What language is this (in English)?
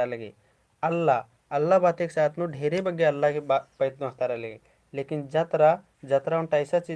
Kurukh